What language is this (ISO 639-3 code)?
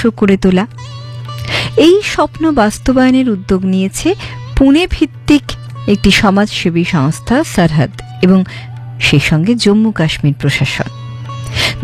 ben